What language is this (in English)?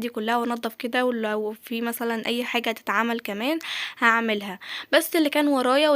Egyptian Arabic